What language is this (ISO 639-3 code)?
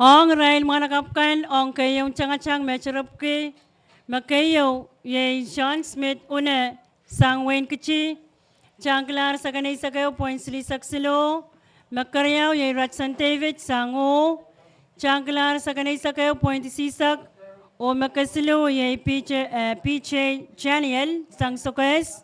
pon